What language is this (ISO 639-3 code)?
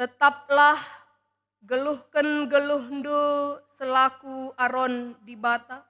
btx